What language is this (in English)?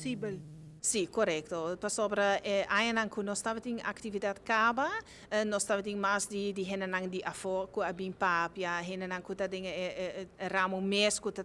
Papiamento